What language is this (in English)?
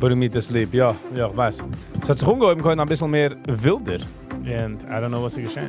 Yiddish